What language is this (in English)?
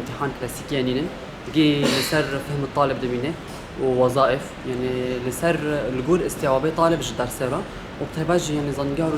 Kurdish